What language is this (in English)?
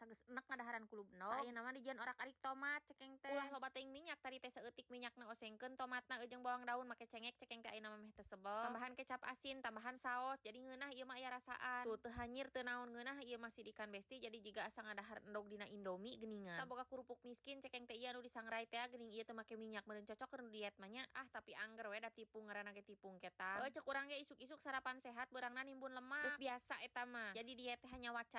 Sundanese